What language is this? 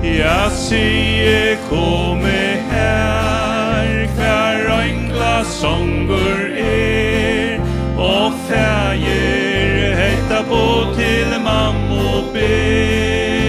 Faroese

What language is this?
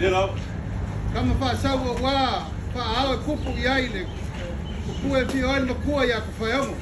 Samoan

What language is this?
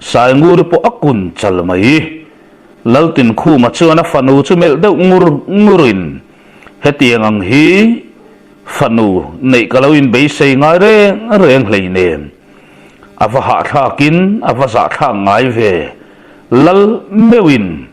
Mizo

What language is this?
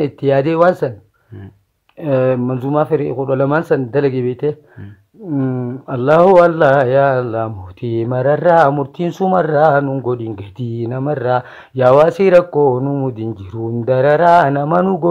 Oromo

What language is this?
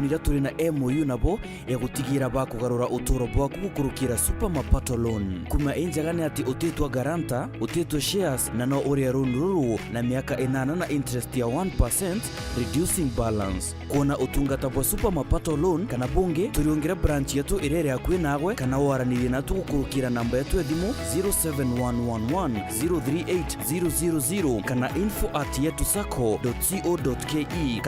Meru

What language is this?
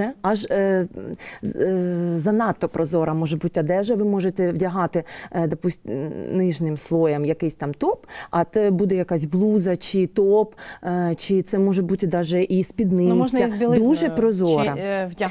Ukrainian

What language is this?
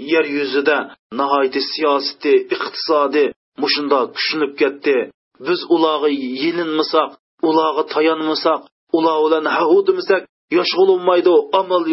Uyghur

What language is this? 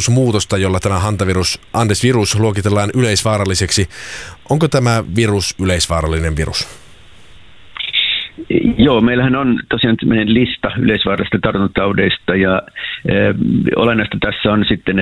Finnish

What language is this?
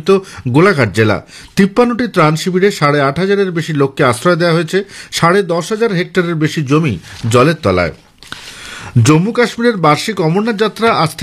Bangla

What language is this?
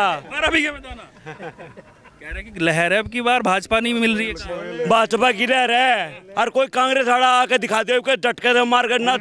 Hindi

